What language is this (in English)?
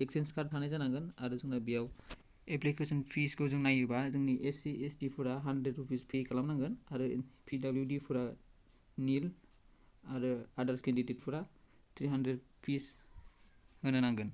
Bodo